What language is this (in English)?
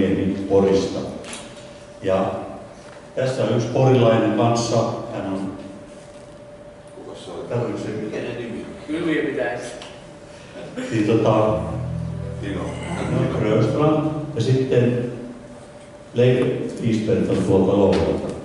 Finnish